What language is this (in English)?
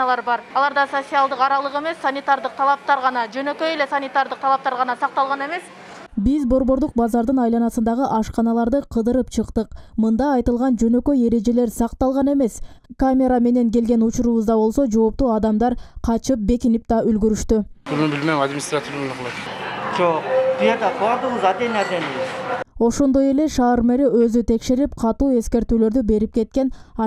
Kyrgyz